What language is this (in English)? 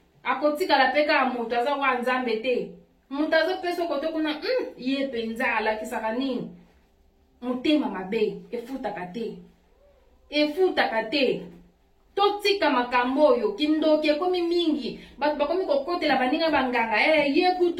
Lingala